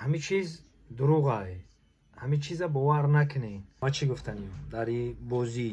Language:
Tajik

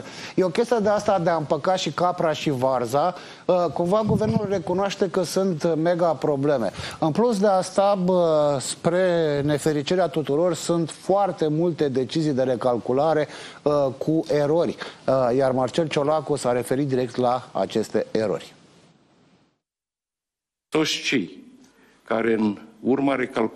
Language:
Romanian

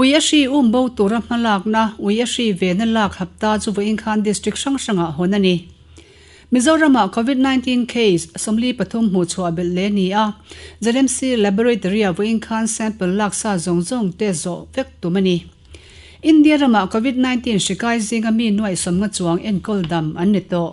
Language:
Mizo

